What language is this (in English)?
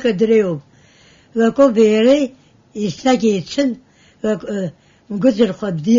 Abkhazian